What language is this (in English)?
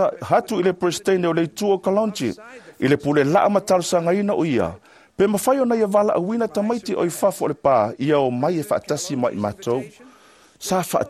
Samoan